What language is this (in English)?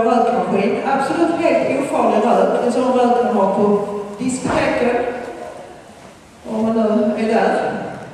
Swedish